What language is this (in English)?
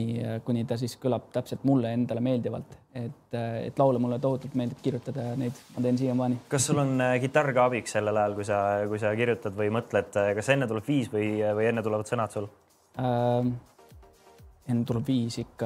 Estonian